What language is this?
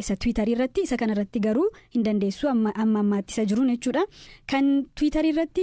Oromo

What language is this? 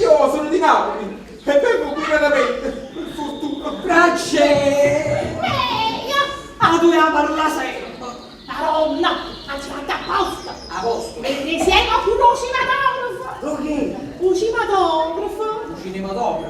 Neapolitan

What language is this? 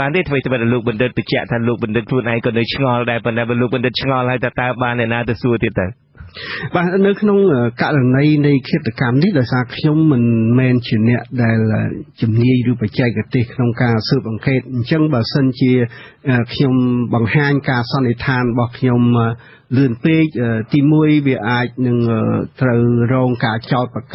Khmer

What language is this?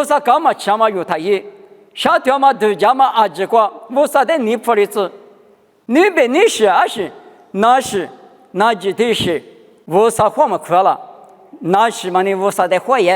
Lisu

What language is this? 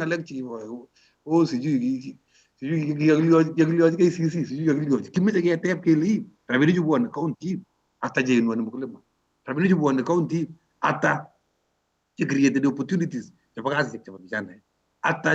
Kalenjin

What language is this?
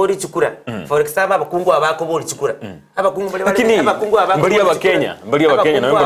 Gusii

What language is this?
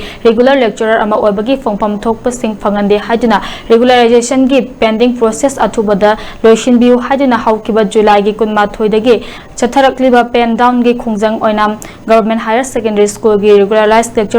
Manipuri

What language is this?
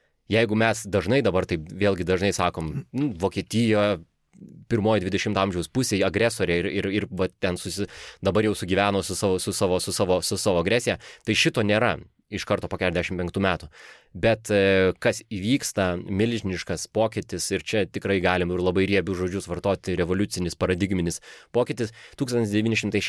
Lithuanian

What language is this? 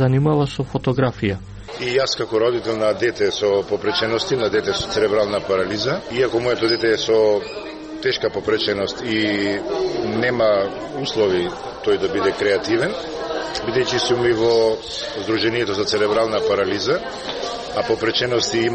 Macedonian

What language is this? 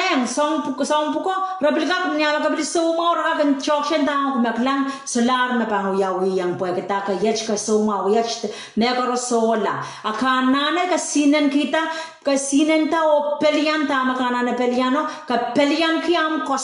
Pohnpeian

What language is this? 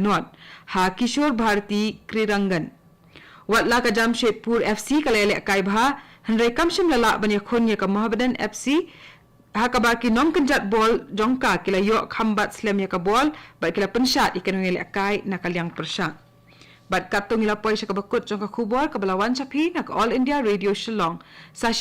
Khasi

